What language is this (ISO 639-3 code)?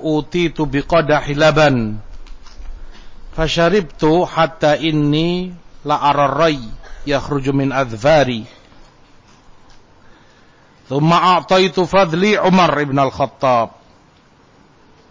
ind